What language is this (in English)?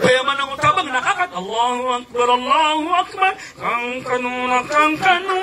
Maranao